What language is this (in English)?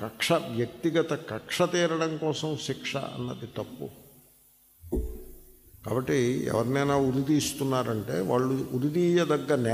Telugu